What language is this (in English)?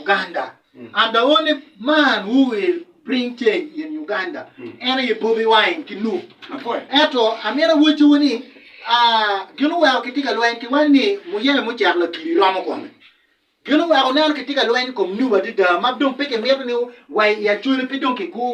Acoli